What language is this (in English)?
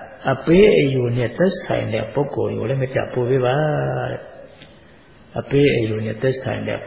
Burmese